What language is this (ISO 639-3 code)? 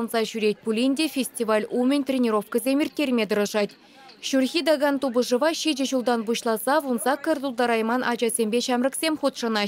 chv